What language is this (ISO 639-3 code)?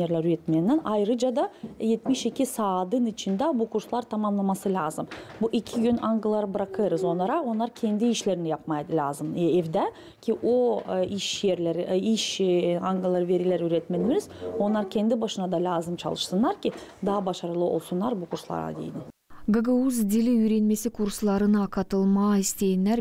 gag